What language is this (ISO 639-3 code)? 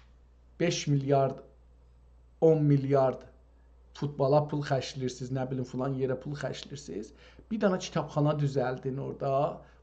azb